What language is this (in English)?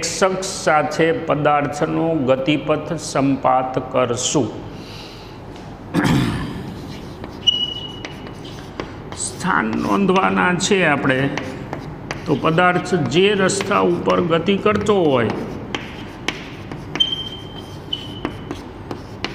Gujarati